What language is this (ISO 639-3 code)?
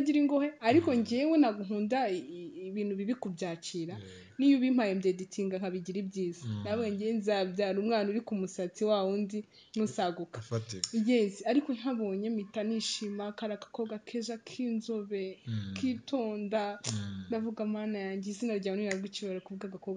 kin